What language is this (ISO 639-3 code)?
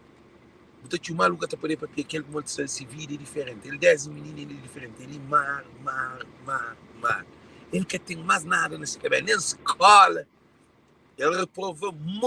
kea